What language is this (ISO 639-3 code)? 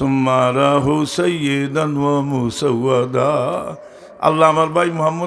syl